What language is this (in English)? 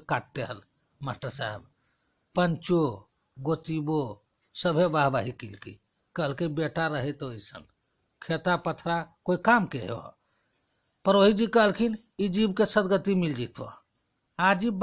Magahi